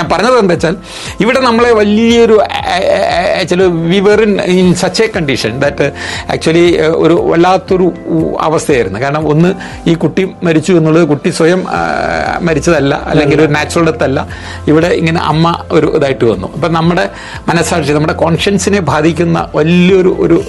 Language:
Malayalam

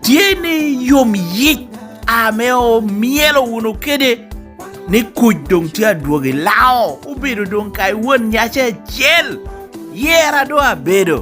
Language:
Lango (Uganda)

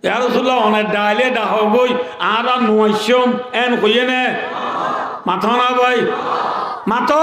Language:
Rohingya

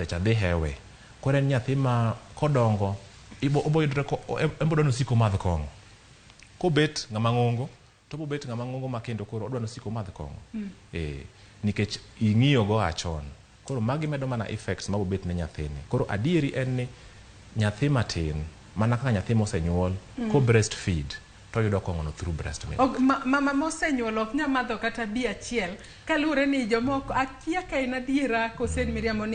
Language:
Luo (Kenya and Tanzania)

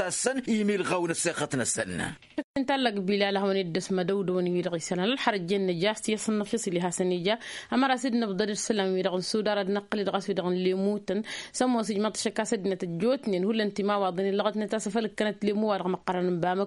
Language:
Tamasheq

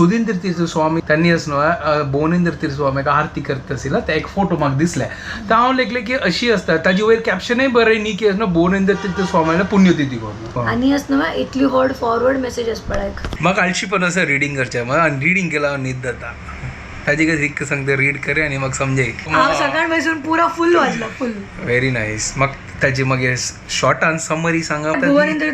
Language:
Konkani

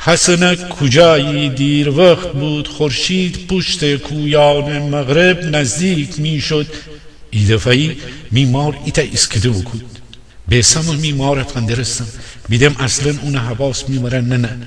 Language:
Gilaki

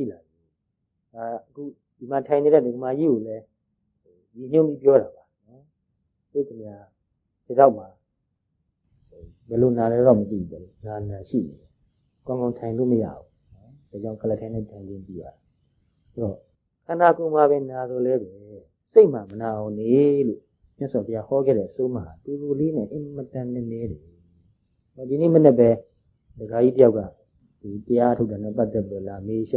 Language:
Burmese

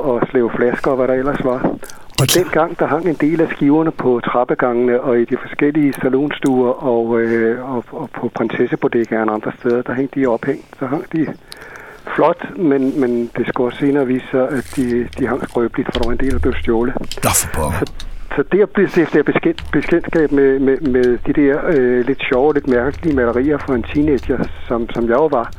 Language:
Danish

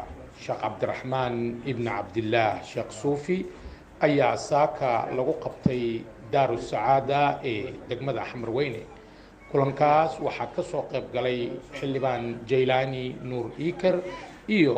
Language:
Somali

